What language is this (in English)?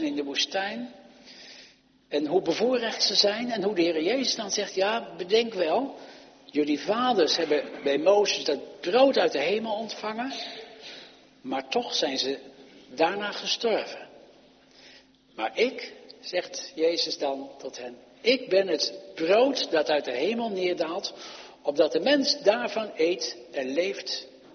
Dutch